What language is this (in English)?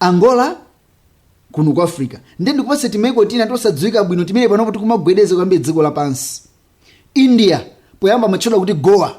Nyanja